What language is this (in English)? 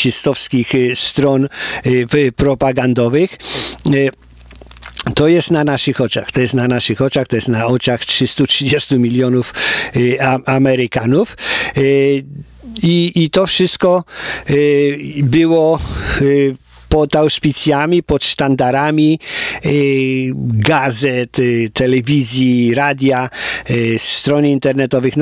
Polish